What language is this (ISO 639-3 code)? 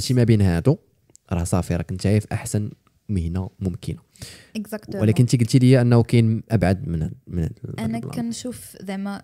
ary